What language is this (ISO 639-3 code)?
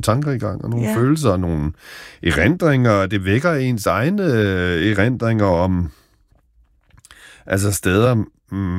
dan